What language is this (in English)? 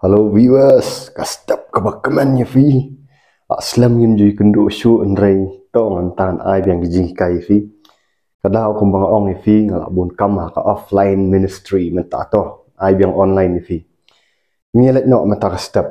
Khasi